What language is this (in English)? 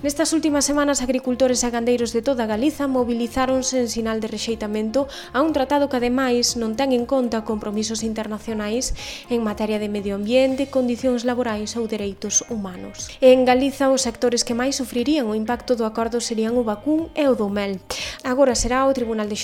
Galician